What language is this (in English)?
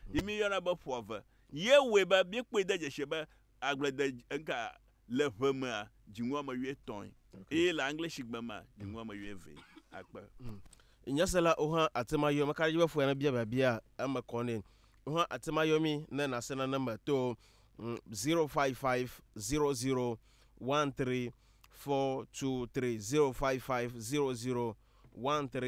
Ewe